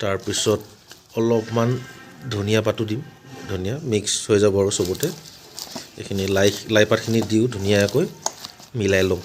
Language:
Assamese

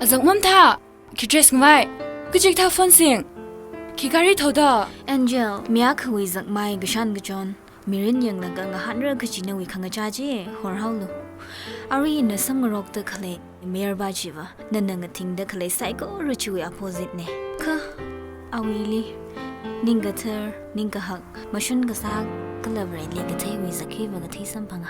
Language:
Tangkhul Naga (India)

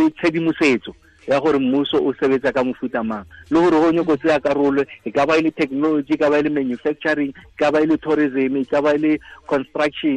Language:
Tswana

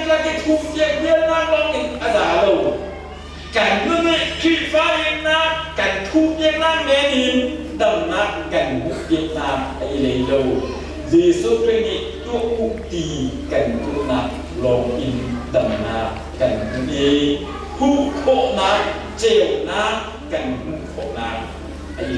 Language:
Hakha Chin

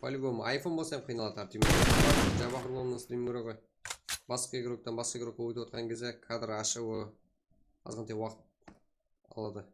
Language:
Kara-Kalpak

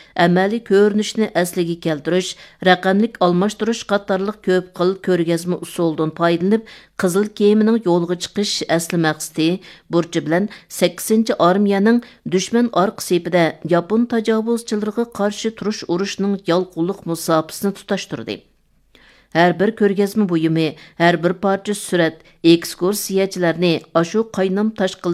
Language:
Uyghur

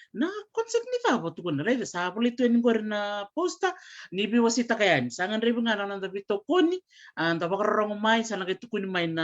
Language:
Fijian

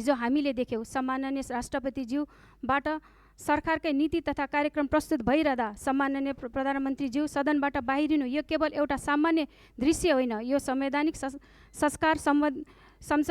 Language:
Nepali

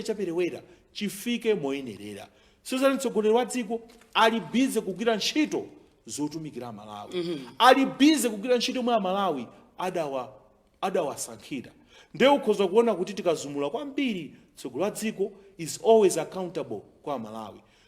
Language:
Nyanja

